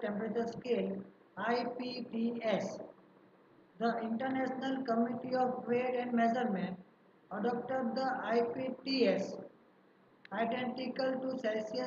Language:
Gujarati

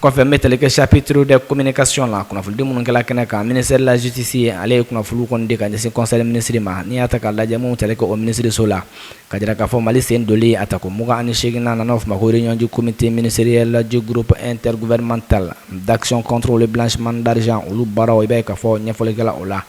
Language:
Bambara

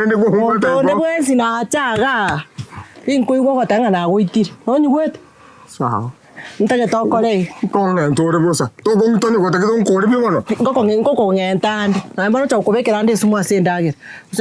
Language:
Gusii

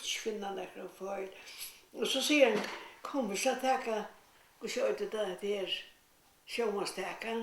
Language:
Faroese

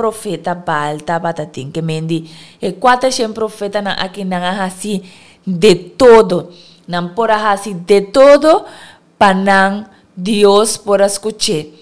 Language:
Papiamento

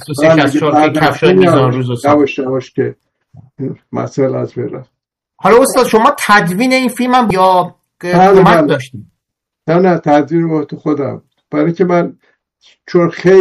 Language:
Persian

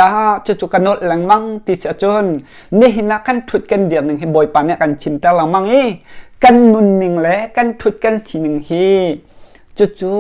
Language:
Hakha Chin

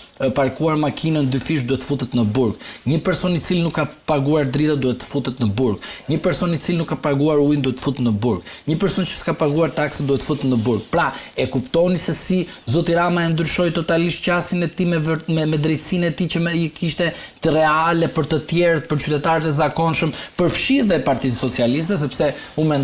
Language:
Albanian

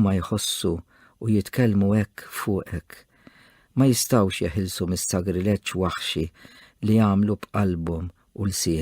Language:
Maltese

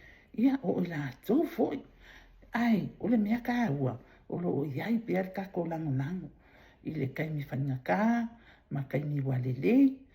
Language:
Samoan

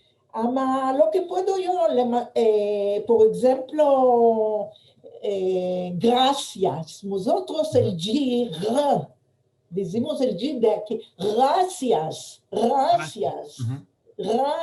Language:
Ladino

